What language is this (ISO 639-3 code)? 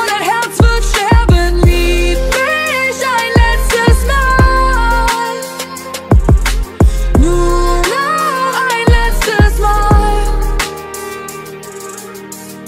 deu